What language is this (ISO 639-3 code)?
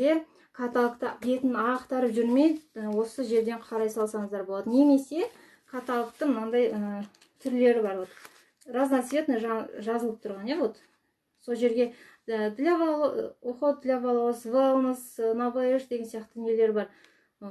kaz